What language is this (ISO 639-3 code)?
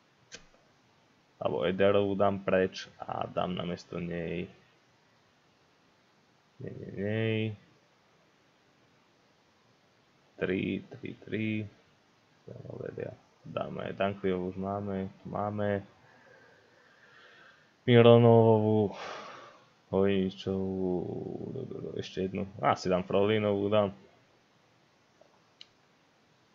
slk